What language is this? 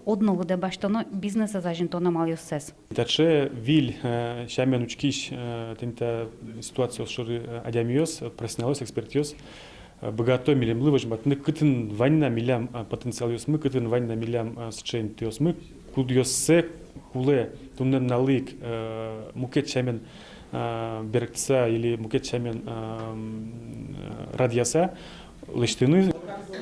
Udmurt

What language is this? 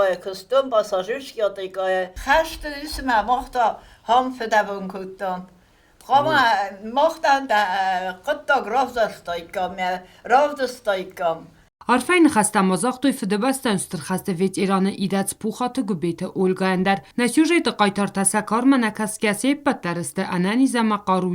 Ossetic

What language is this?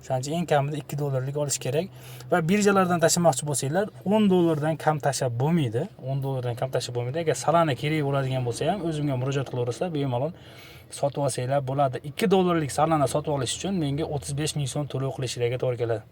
Uzbek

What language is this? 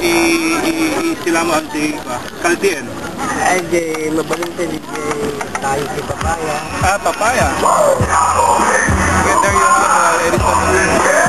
Iloko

